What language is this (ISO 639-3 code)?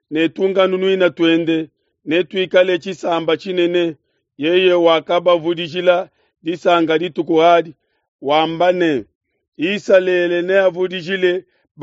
lua